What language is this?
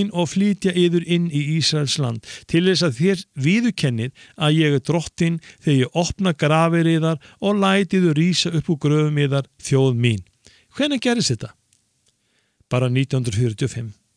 Icelandic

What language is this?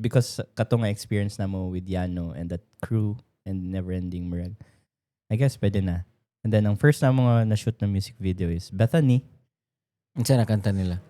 Cebuano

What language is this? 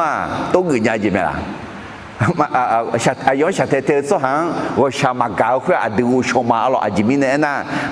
Akha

